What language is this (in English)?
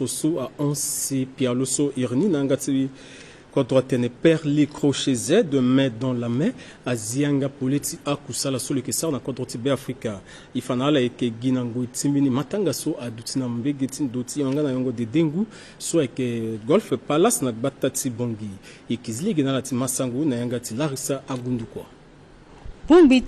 Sango